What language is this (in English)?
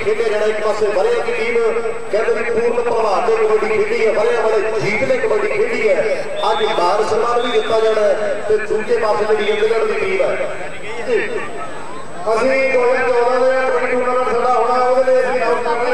Punjabi